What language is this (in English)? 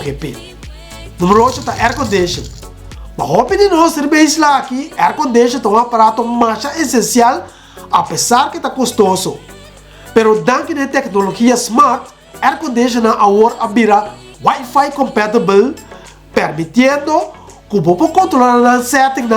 Papiamento